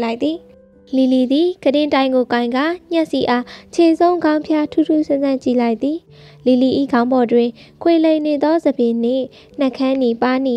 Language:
Burmese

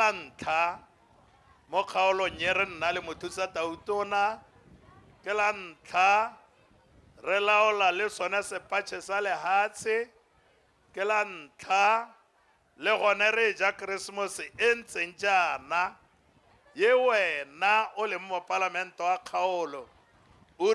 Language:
Tswana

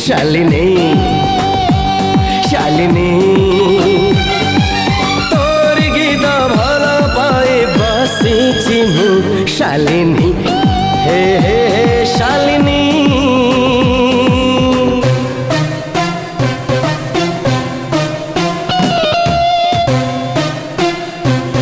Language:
Odia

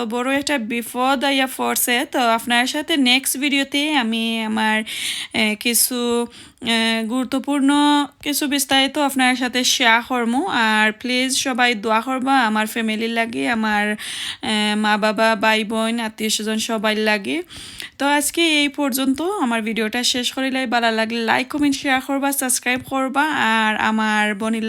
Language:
Sylheti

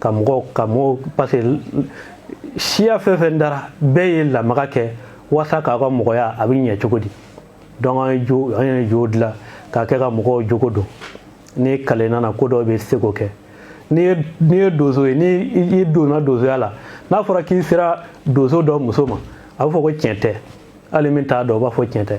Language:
Bambara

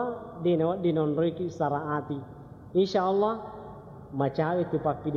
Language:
Buginese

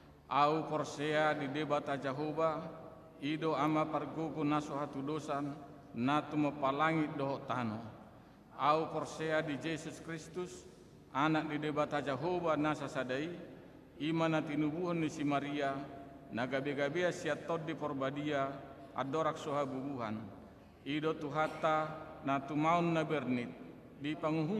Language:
Batak Toba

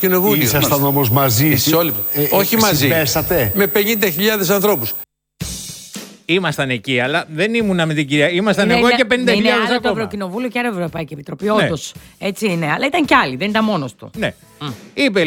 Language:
Greek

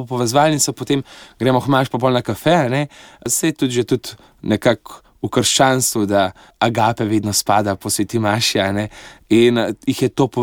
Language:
Slovenian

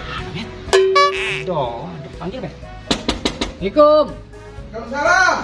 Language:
Musi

